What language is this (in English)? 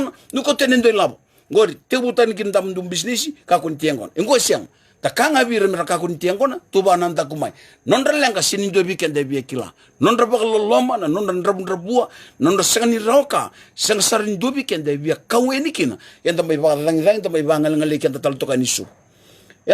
Fijian